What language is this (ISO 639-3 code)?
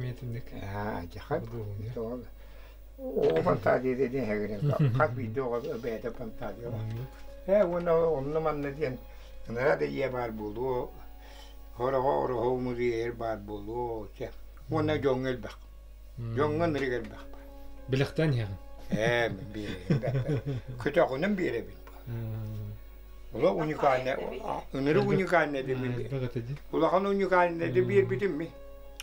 sah